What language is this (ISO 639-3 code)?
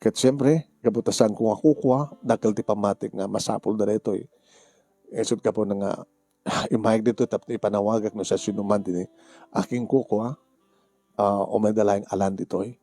ilo